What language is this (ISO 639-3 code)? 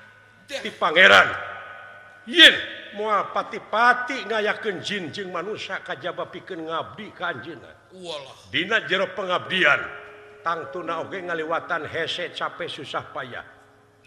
sun